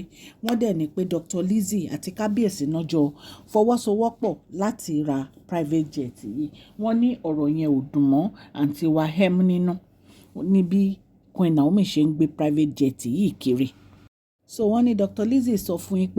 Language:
Yoruba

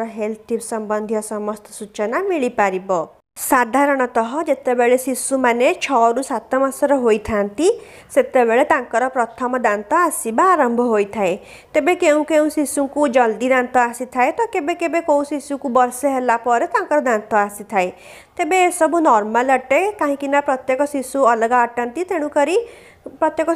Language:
Odia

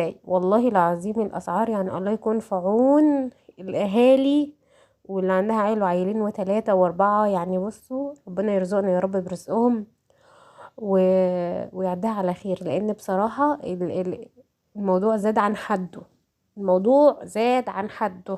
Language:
Egyptian Arabic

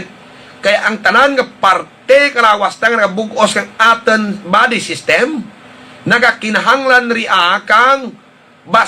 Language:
Hiligaynon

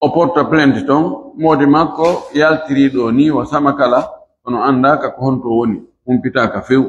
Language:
Fula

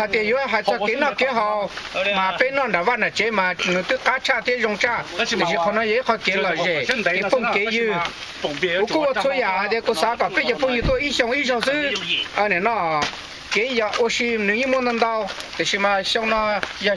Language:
Hmong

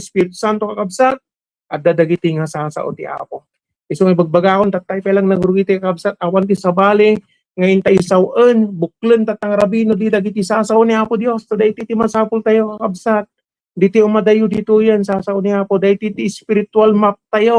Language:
Iloko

